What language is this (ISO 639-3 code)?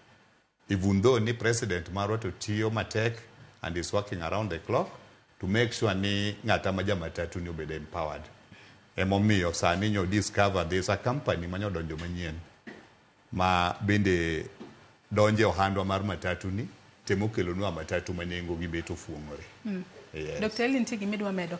luo